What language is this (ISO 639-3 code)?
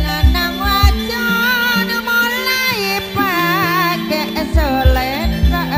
mad